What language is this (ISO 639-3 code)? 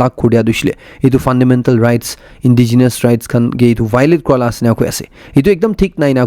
nag